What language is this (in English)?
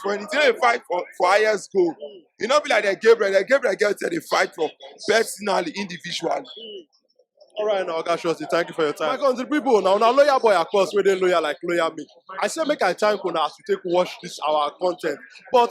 Nigerian Pidgin